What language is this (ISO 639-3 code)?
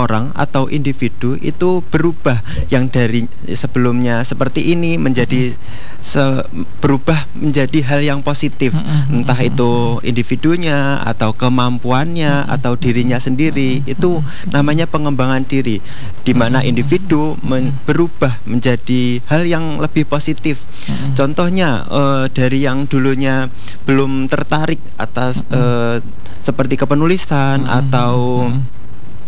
ind